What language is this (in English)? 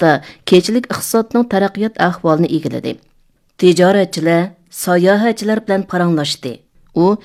Uyghur